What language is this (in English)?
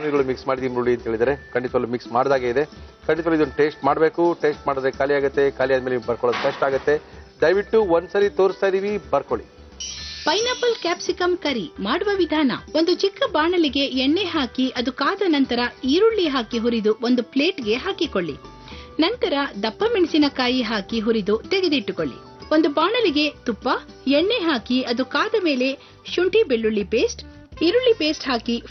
Kannada